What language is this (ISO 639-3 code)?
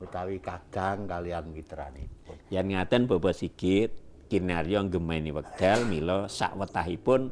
jav